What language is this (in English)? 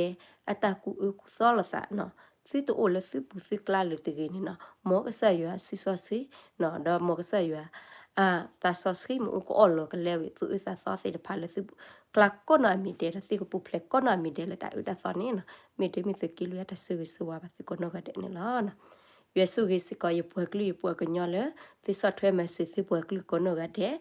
S'gaw Karen